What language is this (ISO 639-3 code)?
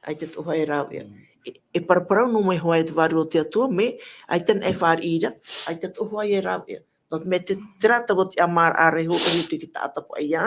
tah